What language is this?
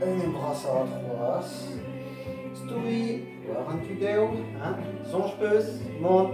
Breton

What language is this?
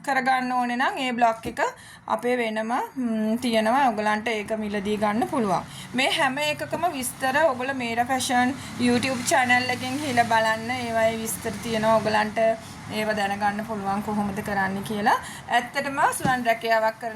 Sinhala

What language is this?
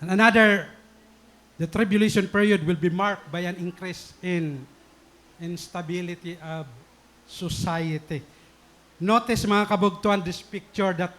Waray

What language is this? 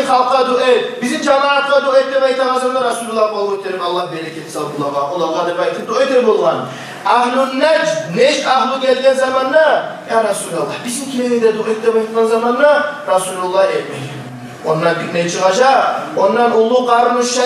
Kumyk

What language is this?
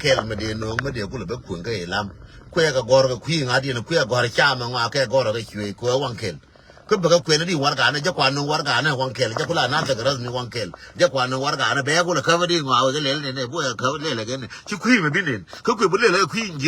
Nuer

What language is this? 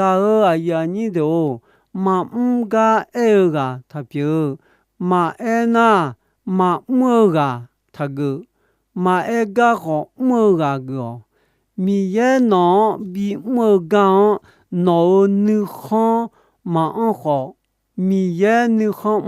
Akha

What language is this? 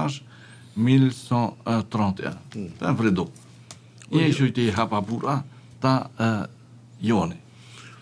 Tahitian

